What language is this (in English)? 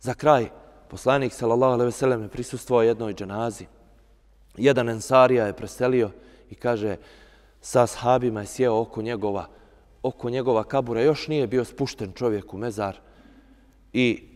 Bosnian